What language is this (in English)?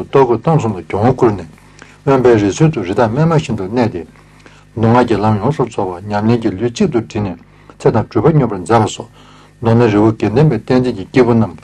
Tibetan